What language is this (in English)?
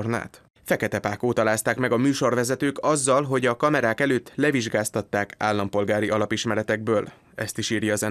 Hungarian